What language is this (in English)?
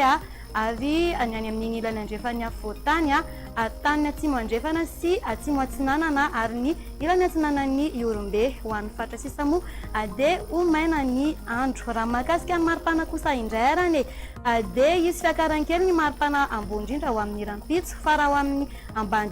Malagasy